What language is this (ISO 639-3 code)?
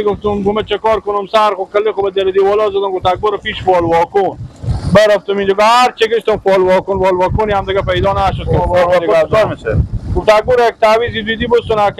fas